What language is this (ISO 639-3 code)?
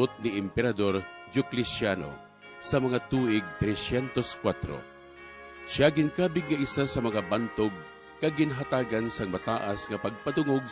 hil